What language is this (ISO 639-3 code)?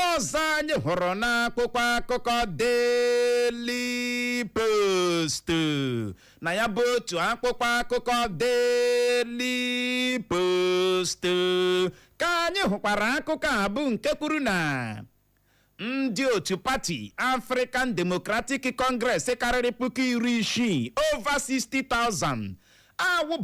ibo